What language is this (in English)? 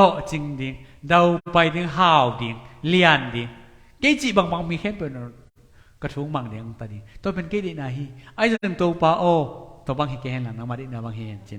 Tedim Chin